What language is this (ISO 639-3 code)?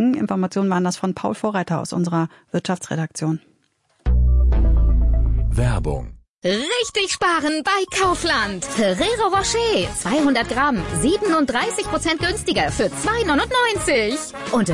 deu